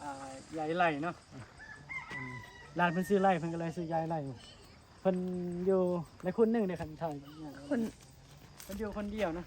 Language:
Northeastern Thai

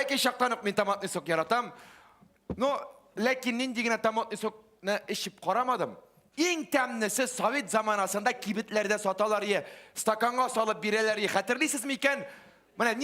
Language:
Tatar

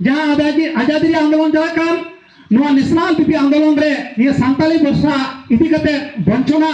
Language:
Santali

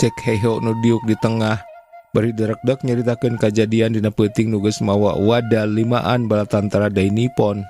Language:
Sundanese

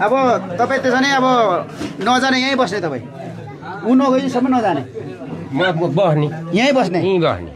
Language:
Nepali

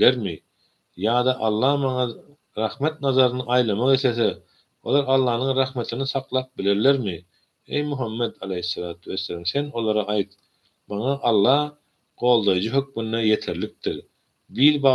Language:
Turkmen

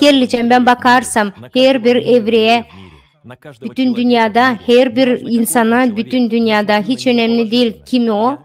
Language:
Gagauz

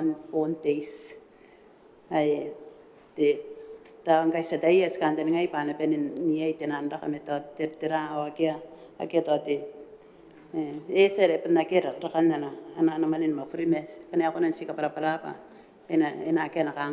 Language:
Gilbertese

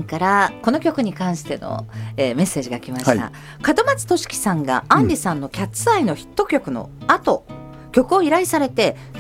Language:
Japanese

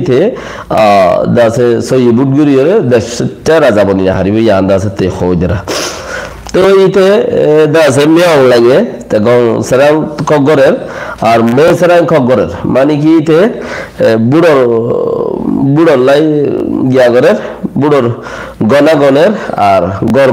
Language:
Rohingya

